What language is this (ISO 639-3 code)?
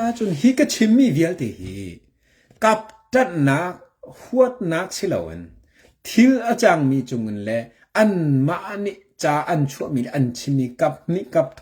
cnh